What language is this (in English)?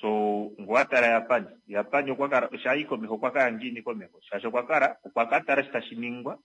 Kuanyama